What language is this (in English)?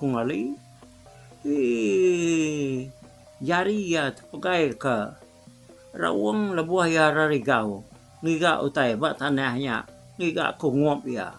Iban